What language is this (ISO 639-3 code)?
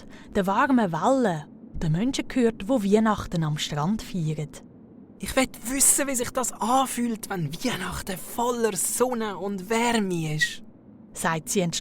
gsw